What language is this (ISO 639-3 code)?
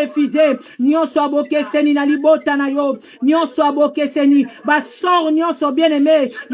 lin